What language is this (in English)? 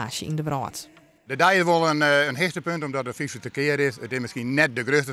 Western Frisian